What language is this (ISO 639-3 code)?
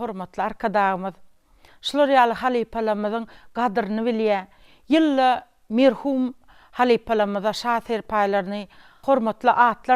tuk